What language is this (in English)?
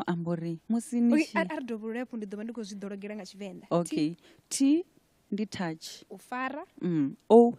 Venda